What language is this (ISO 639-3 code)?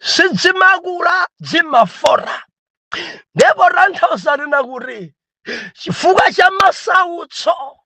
nya